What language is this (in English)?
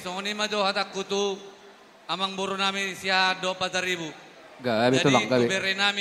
Batak Toba